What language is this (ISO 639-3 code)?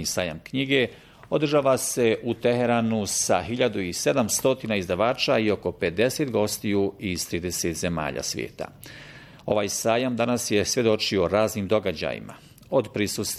bos